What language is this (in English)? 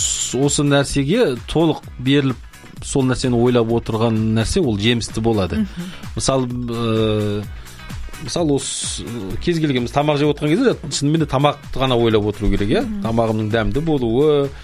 Kazakh